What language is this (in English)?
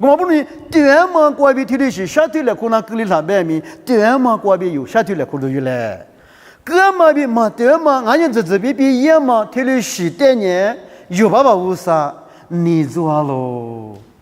Lisu